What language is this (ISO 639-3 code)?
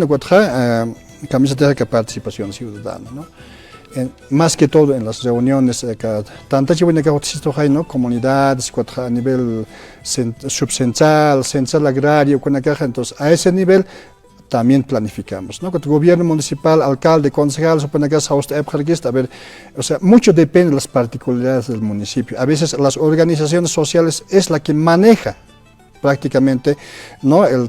aym